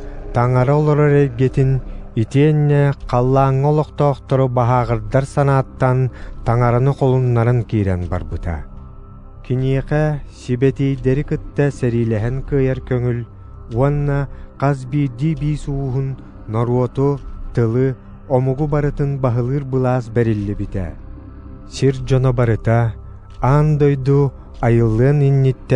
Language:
Yakut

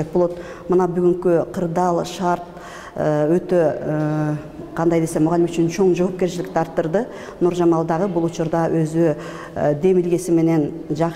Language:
Kyrgyz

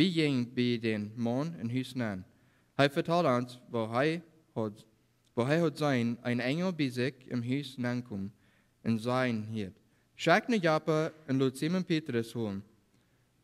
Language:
Plautdietsch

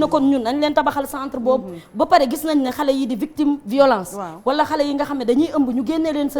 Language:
Wolof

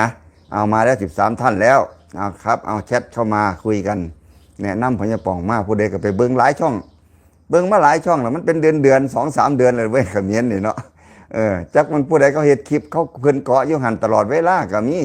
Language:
Lao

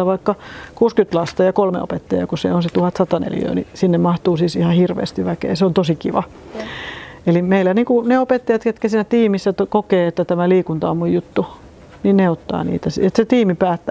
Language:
Finnish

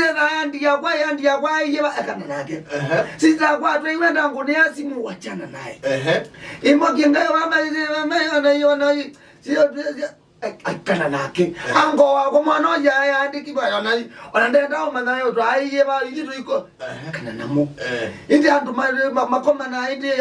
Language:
Kamba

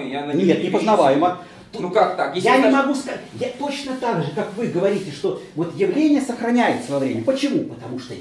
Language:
Russian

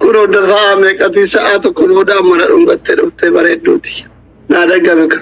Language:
Oromo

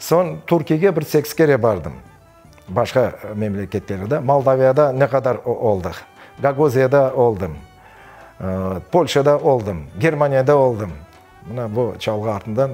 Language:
Crimean Tatar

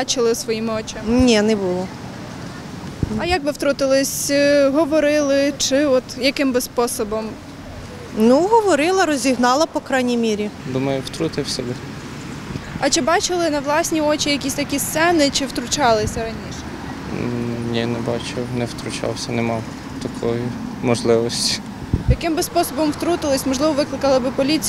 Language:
Ukrainian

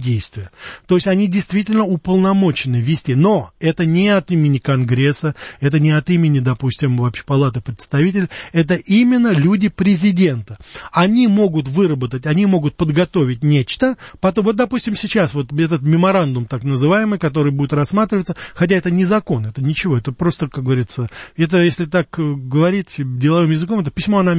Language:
Russian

